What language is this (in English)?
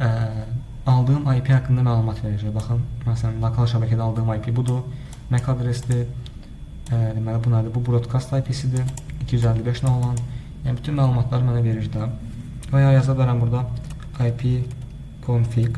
Azerbaijani